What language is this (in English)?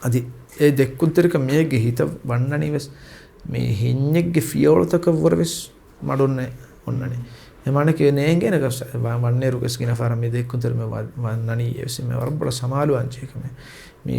Divehi